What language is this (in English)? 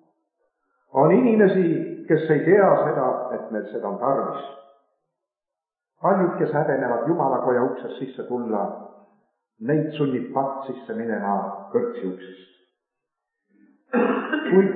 Estonian